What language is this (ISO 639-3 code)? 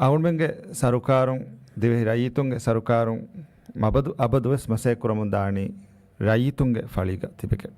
div